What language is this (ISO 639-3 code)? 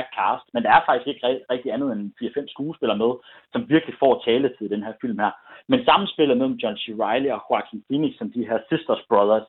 dan